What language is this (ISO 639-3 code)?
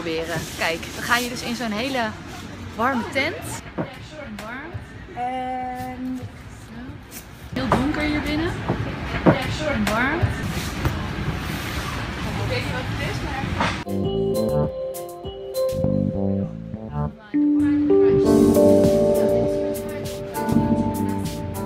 nld